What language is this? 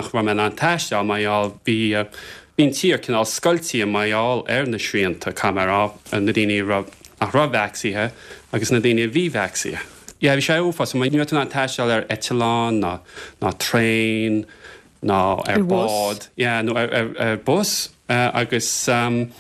Irish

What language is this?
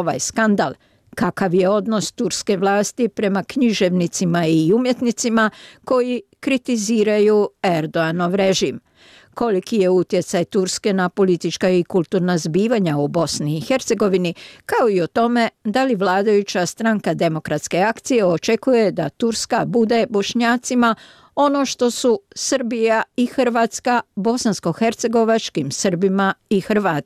Bosnian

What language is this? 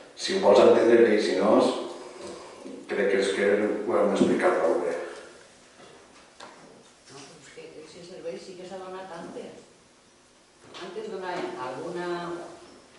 Catalan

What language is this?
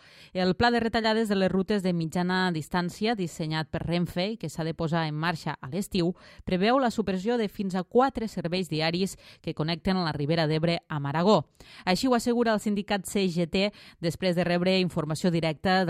Catalan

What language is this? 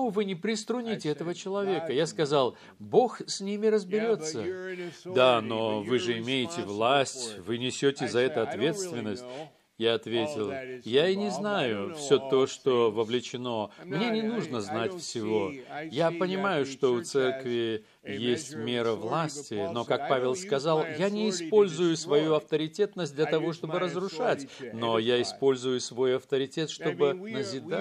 Russian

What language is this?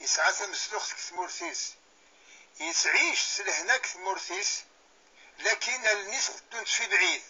Kabyle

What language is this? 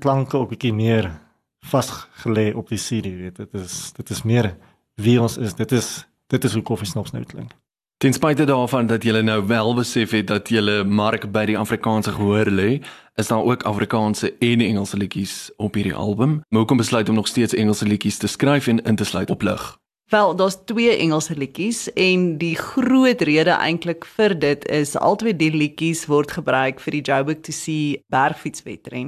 Afrikaans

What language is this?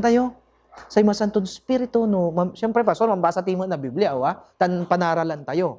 Pangasinan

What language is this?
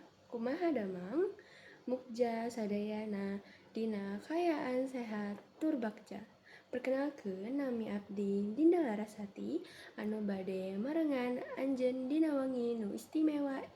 Sundanese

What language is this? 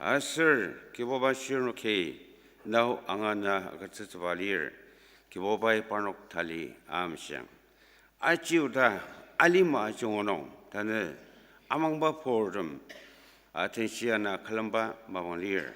Ao Naga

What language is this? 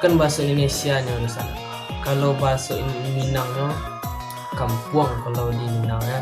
Minangkabau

